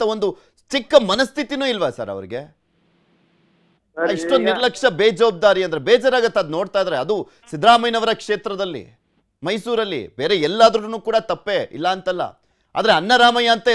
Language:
Kannada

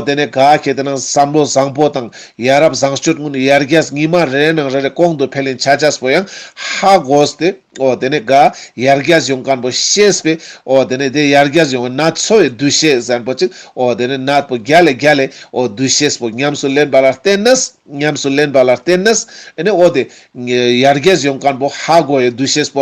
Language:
Ladakhi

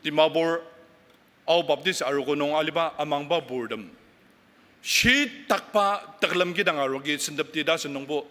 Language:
Ao Naga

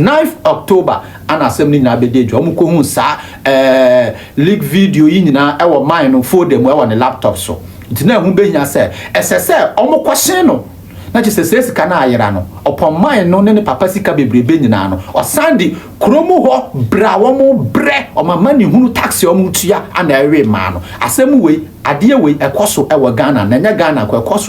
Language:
Akan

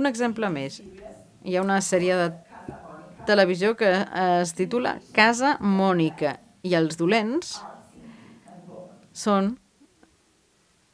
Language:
Catalan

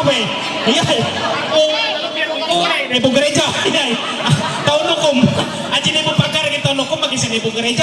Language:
Ma'anyan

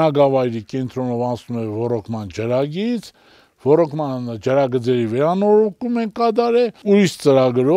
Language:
Armenian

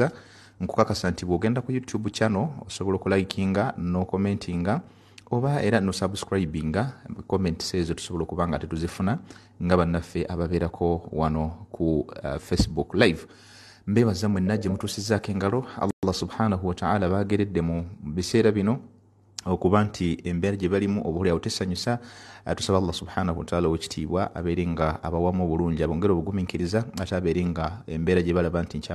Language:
Ganda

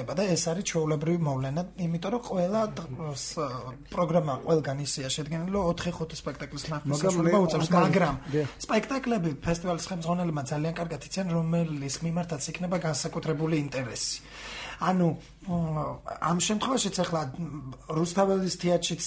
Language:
Georgian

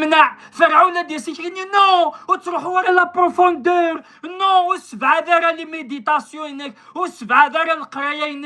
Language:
Kabyle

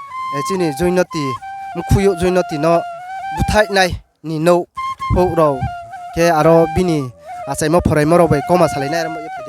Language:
Riang (India)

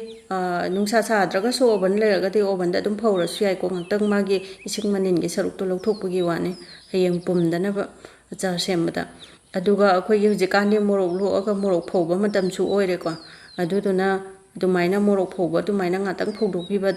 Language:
Manipuri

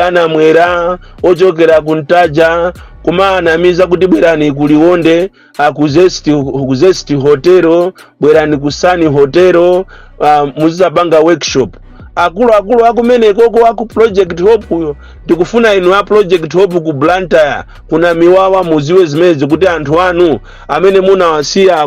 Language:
Nyanja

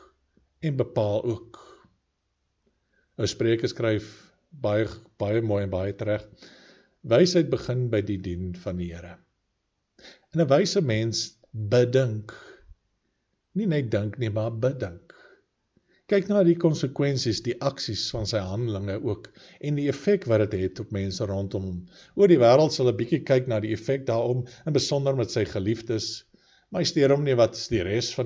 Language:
Afrikaans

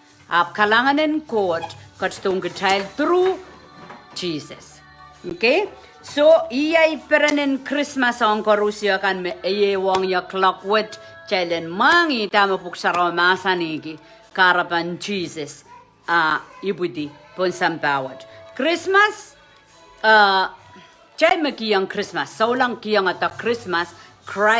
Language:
Pohnpeian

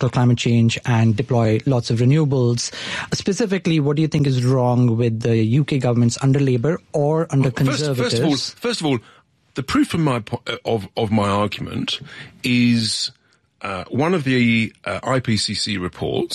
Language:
English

